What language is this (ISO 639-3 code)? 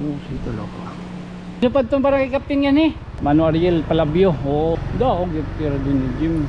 war